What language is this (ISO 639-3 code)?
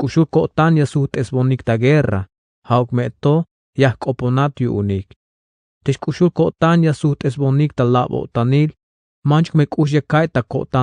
tzh